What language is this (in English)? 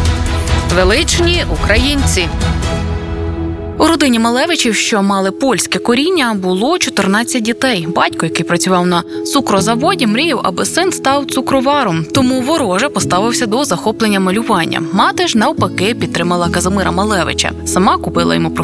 Ukrainian